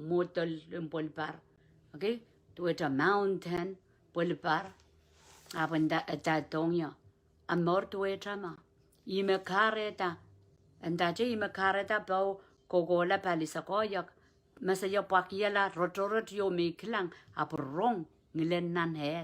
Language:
Pohnpeian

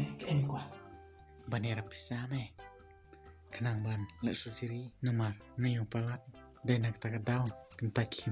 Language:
Khasi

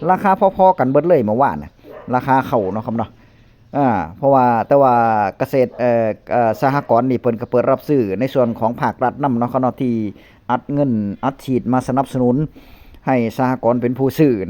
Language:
Northeastern Thai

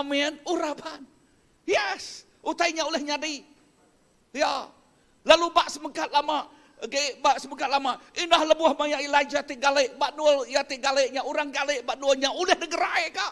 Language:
Iban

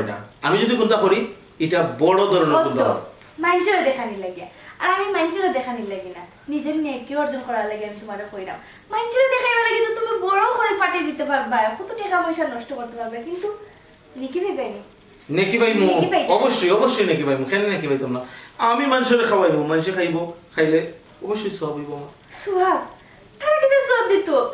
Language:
Sylheti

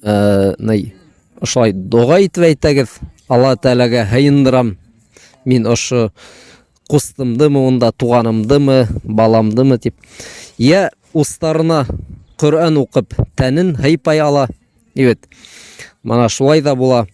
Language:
Bashkir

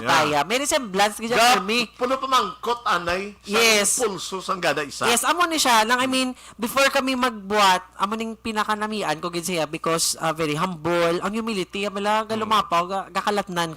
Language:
Hiligaynon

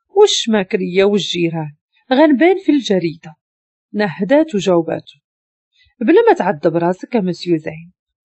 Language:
Moroccan Arabic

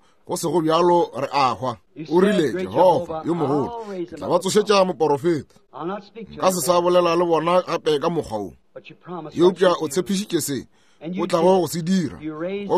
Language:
Northern Sotho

